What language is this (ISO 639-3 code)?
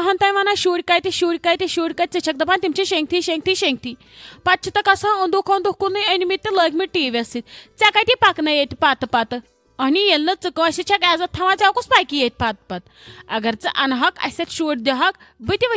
kas